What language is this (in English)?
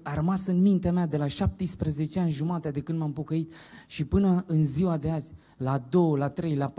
Romanian